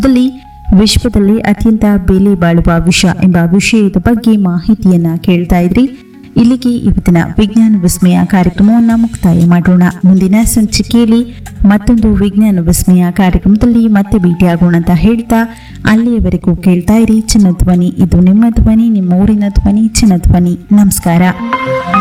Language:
Kannada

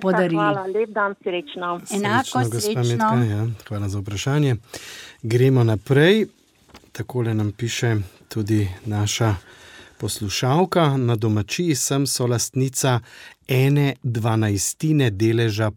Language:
Slovenian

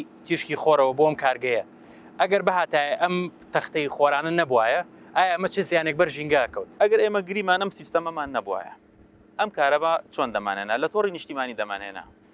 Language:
Central Kurdish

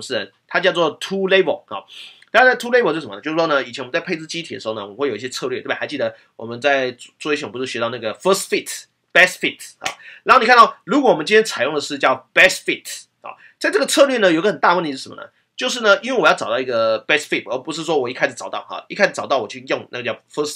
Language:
Chinese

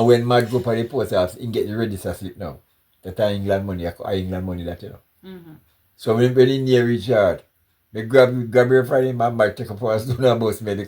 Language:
Jamaican Creole English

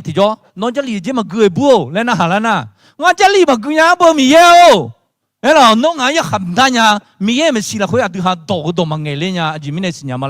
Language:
Akha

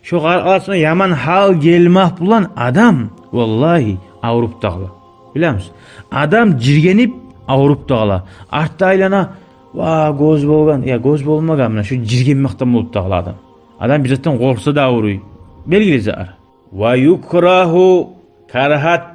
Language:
Kumyk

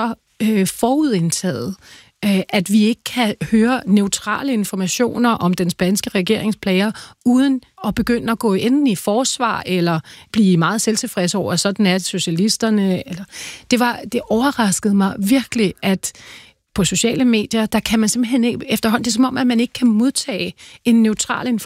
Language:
Danish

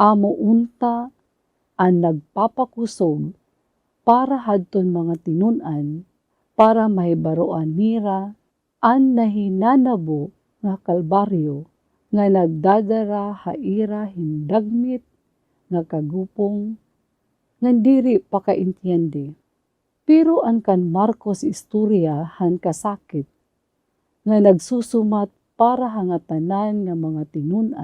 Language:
Waray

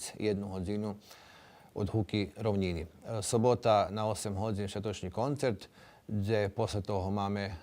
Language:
Rusyn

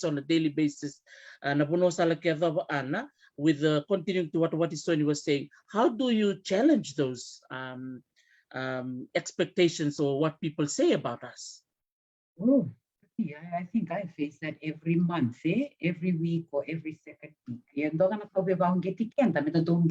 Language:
Fijian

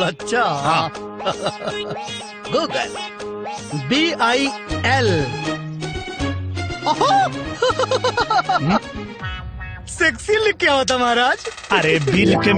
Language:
Bhojpuri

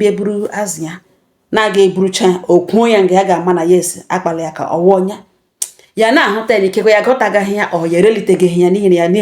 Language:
Igbo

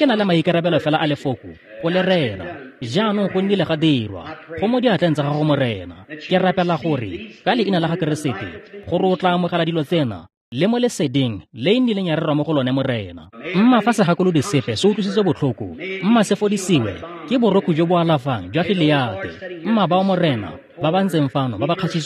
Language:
Tswana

